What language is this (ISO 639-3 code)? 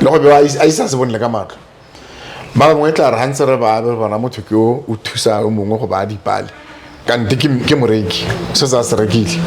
tsn